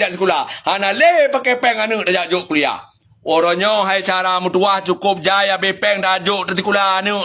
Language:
Achinese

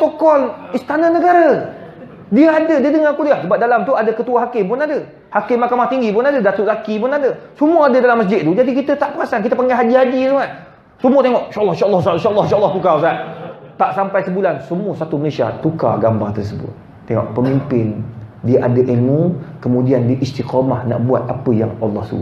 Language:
Malay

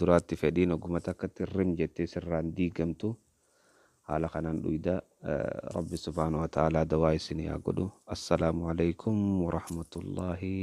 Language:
Oromo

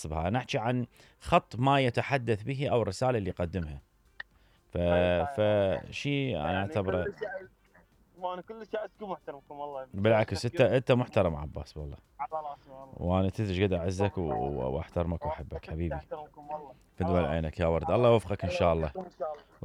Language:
Mesopotamian Arabic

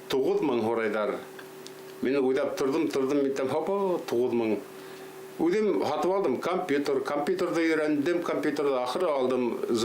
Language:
Bashkir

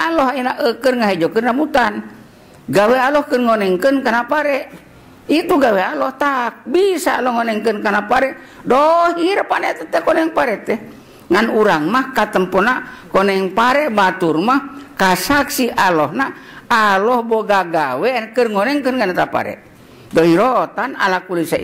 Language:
Sundanese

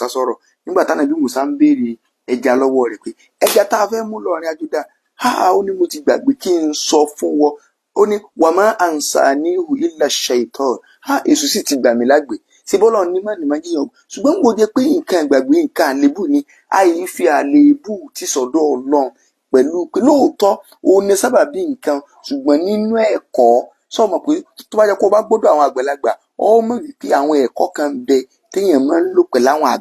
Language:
Yoruba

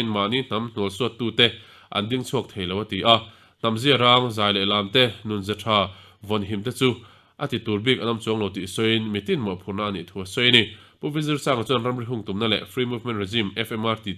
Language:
Mizo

